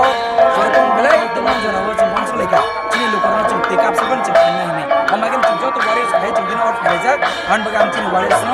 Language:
Kok Borok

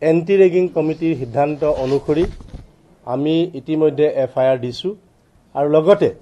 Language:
Assamese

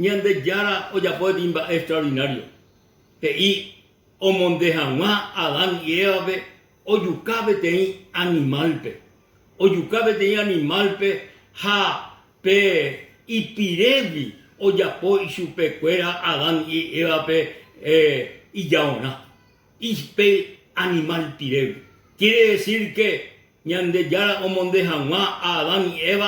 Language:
Guarani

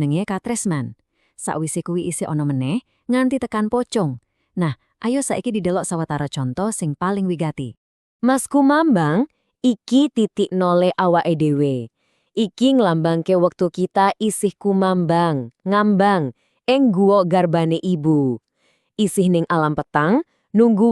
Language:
Javanese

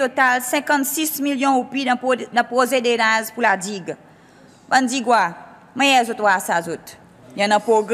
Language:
Seselwa Creole French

